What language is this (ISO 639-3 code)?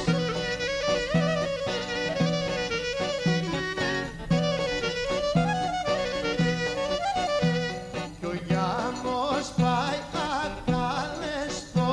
ell